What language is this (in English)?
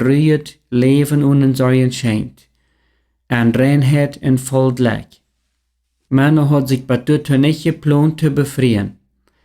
Plautdietsch